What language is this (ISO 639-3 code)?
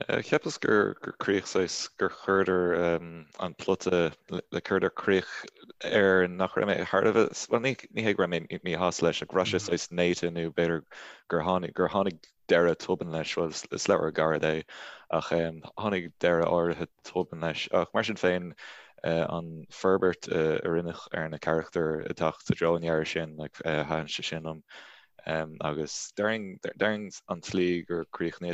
gle